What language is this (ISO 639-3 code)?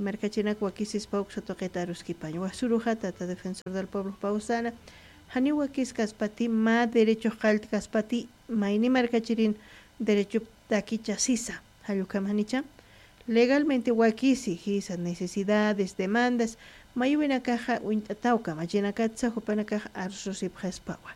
aym